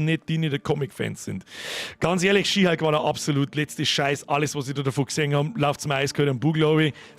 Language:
Bavarian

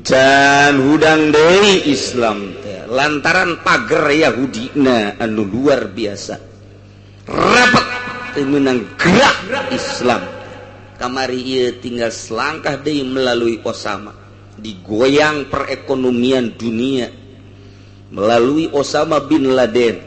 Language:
Sundanese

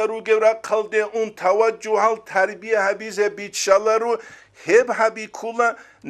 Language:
Avaric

